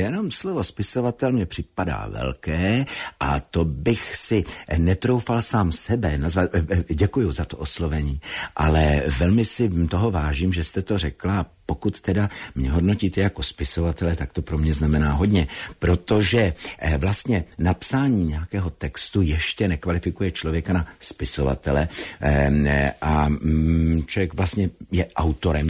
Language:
Czech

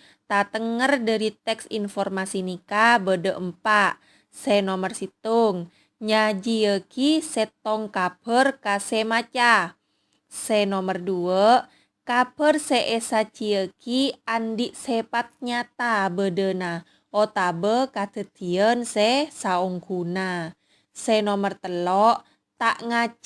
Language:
Madurese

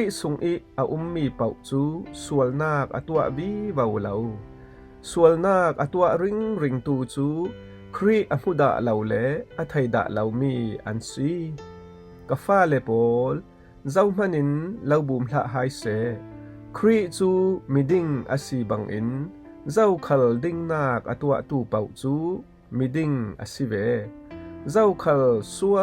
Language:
Falam Chin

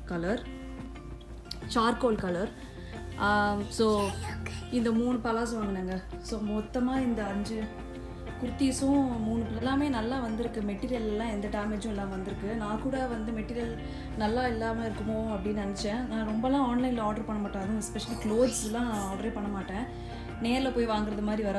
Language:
Tamil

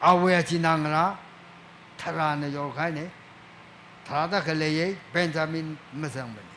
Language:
Tangkhul Naga (India)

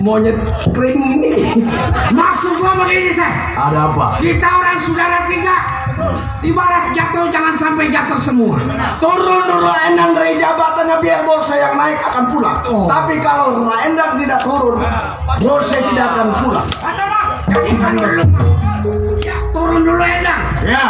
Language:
Betawi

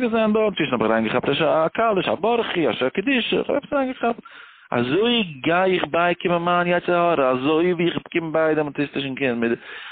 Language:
Yiddish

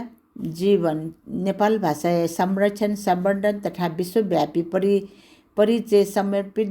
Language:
Newari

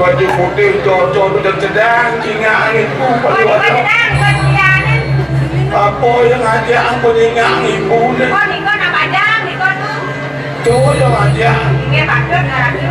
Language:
Balinese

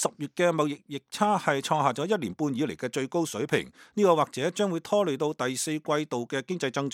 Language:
Cantonese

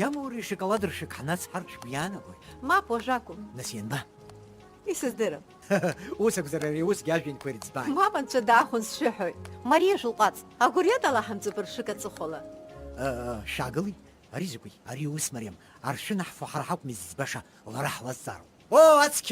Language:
Abkhazian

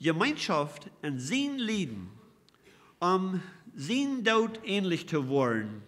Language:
Plautdietsch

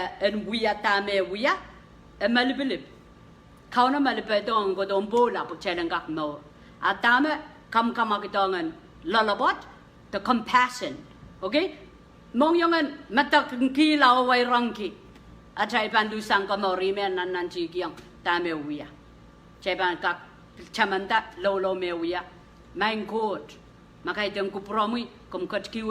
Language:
Pohnpeian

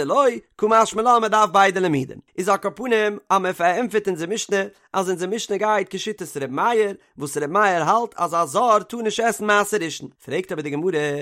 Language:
Yiddish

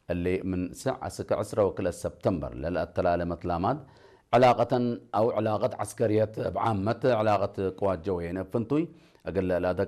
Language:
Tigre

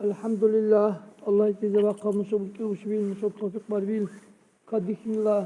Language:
Dargwa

